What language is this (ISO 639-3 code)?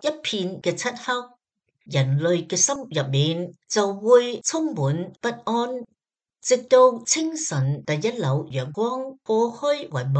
yue